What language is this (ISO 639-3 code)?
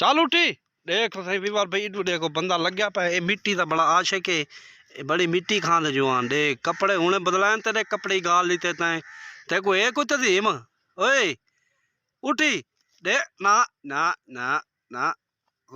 skr